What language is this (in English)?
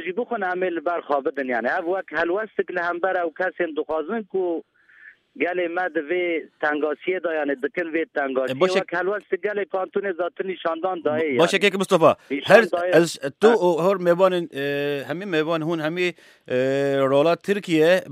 Kurdish